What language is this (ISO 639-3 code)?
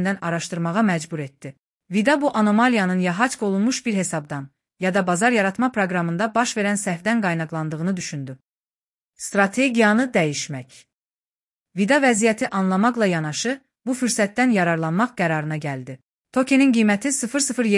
aze